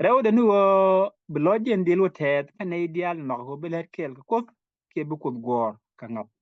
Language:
Nuer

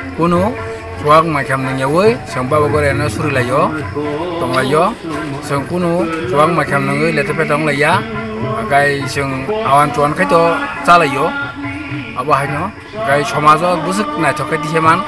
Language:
Kok Borok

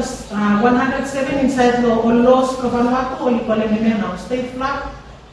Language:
Bislama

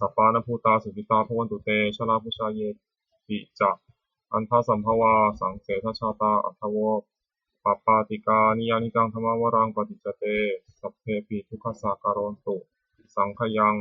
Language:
Pali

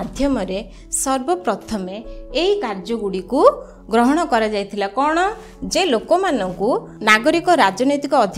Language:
Odia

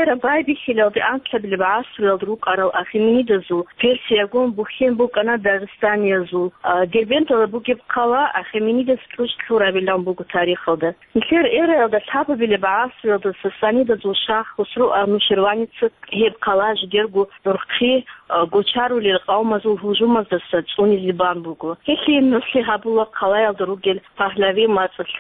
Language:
Avaric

